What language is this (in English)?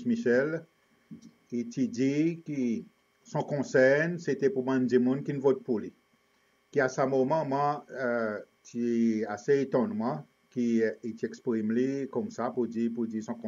Seselwa Creole French